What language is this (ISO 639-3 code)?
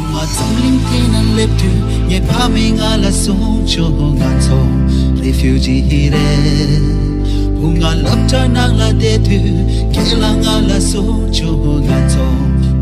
bod